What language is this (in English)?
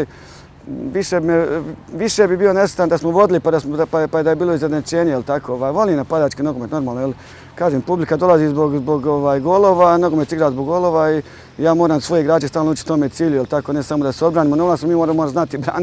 Croatian